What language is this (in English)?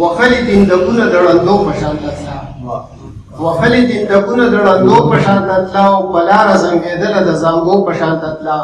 Pashto